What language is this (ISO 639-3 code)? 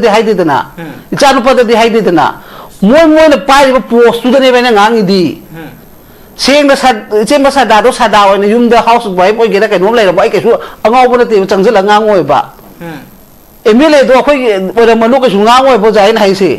mni